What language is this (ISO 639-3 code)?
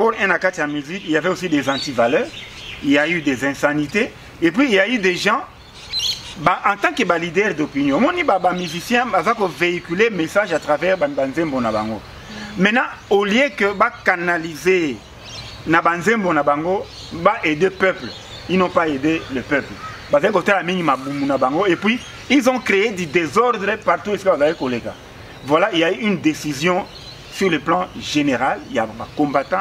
lin